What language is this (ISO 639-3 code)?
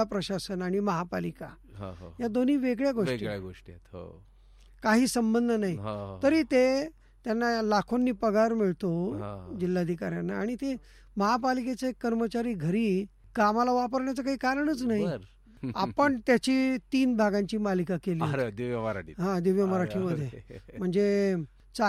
mar